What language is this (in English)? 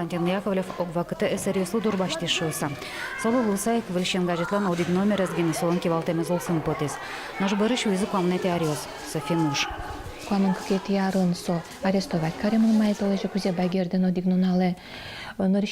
Udmurt